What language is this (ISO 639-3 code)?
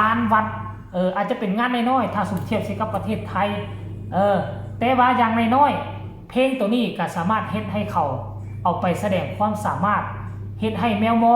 tts